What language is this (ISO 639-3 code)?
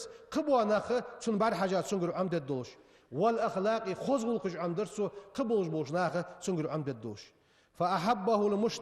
inh